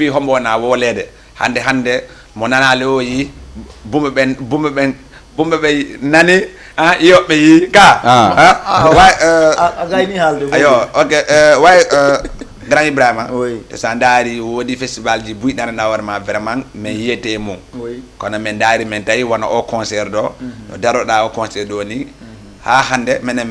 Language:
Fula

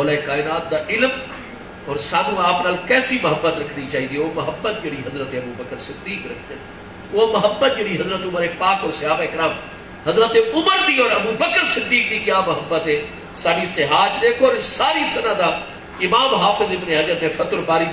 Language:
Saraiki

